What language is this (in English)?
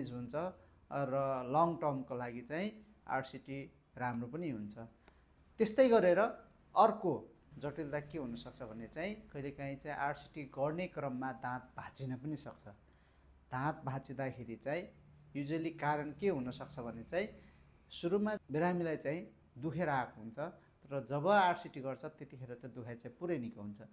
Nepali